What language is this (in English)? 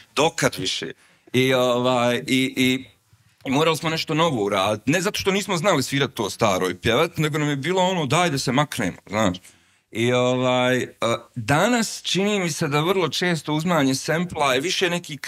Croatian